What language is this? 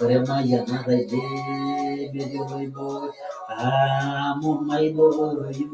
Masai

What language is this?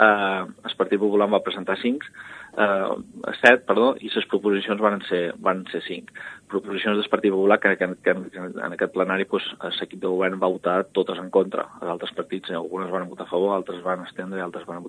Catalan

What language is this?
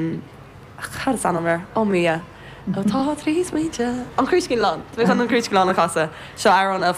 Irish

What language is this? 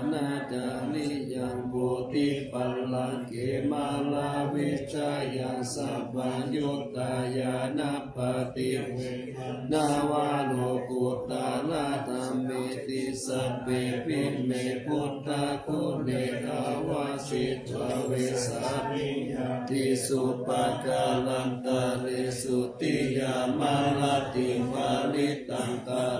Pali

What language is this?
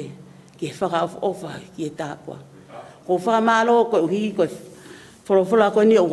Tongan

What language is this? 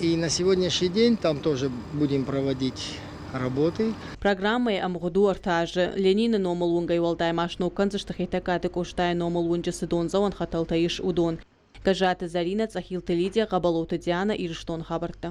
Ossetic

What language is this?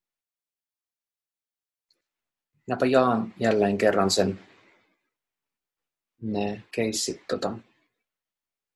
Finnish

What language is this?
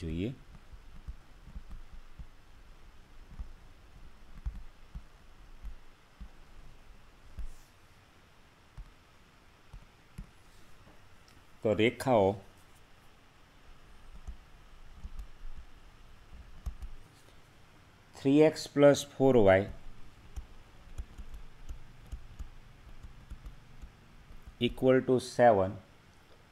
Gujarati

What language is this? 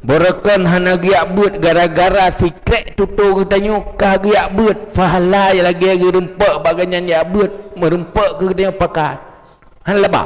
Achinese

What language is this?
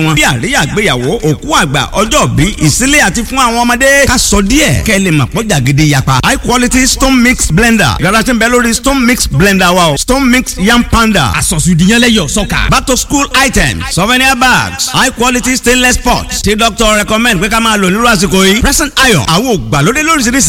Yoruba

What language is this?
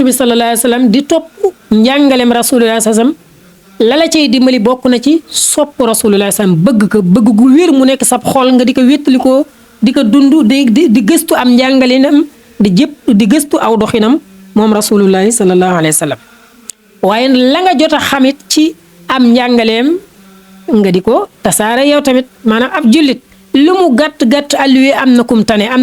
Wolof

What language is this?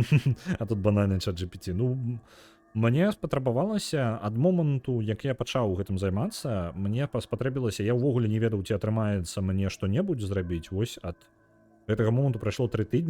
Belarusian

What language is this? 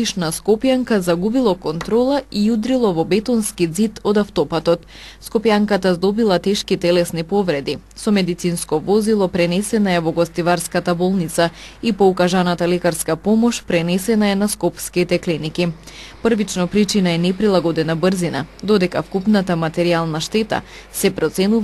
Macedonian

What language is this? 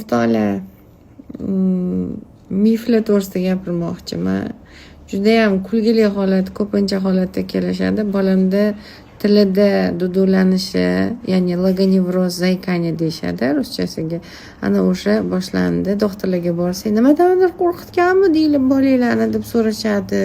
Uzbek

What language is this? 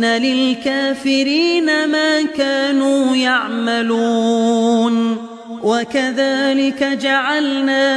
Arabic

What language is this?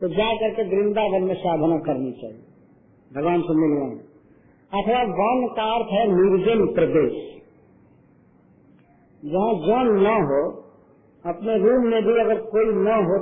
Hindi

